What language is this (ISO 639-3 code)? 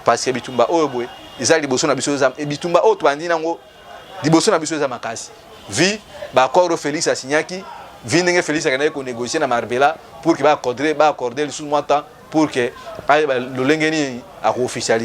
lin